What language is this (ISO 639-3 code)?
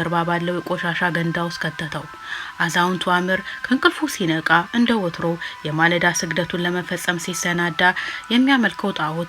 amh